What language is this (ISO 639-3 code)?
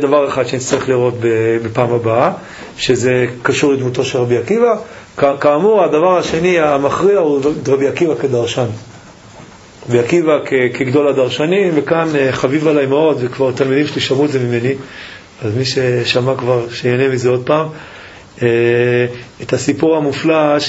heb